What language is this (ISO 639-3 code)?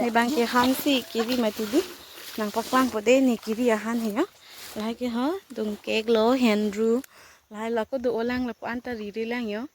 mjw